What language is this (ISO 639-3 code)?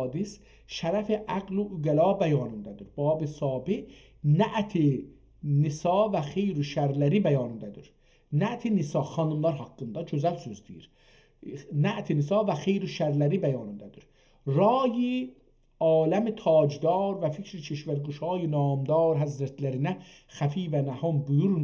azb